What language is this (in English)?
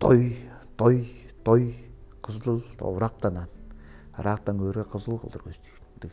Tuvinian